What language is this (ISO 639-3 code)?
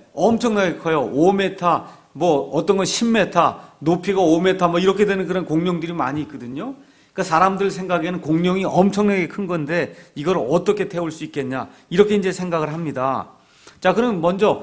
kor